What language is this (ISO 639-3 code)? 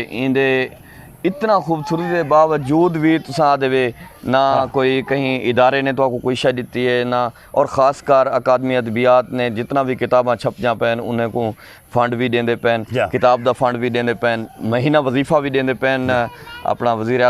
skr